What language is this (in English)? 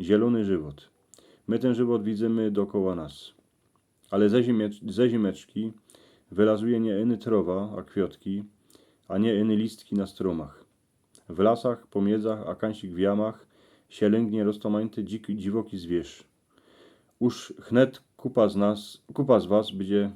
Silesian